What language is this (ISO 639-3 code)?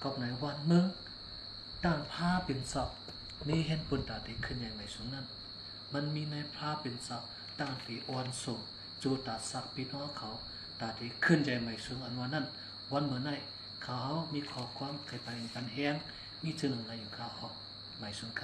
shn